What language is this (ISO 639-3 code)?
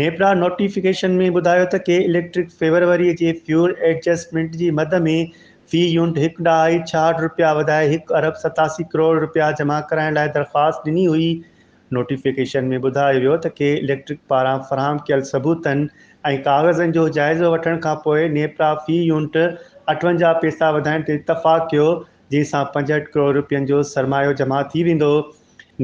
snd